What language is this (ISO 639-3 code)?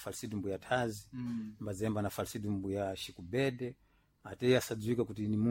seh